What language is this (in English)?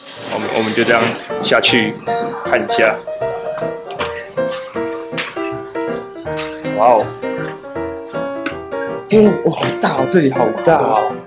Chinese